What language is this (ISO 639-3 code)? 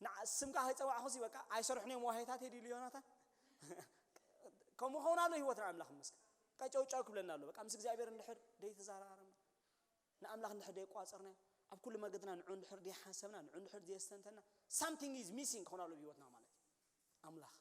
tir